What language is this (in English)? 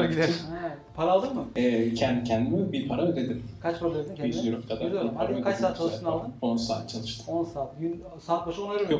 Turkish